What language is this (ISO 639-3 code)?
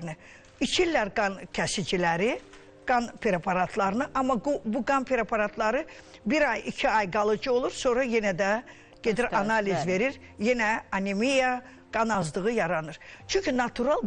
aze